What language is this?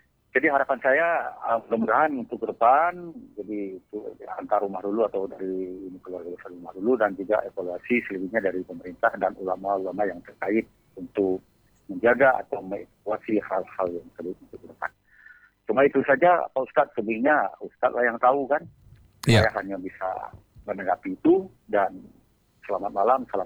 Indonesian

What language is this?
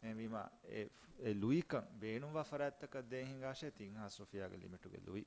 Divehi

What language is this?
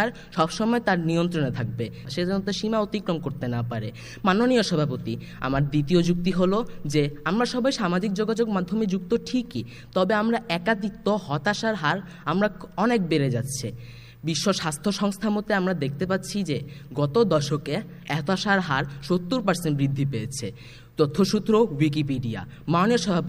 Bangla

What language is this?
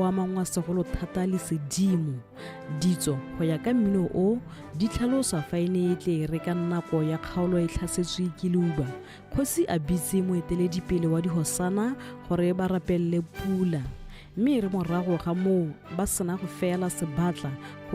Tswana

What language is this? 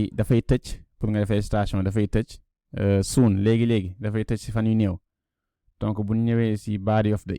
Wolof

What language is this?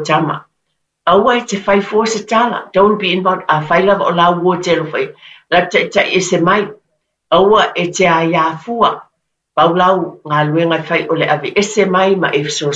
Samoan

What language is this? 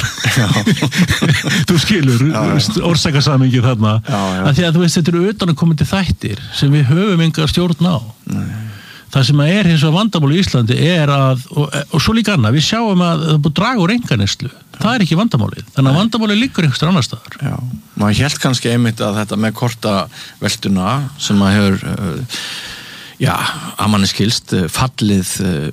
Icelandic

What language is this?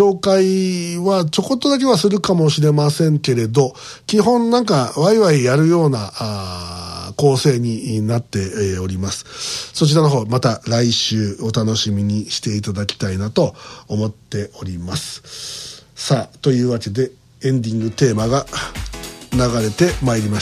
Japanese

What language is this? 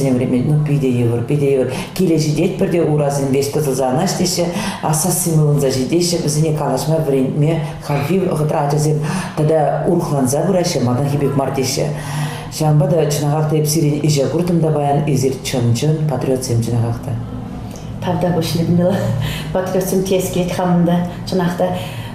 Chuvash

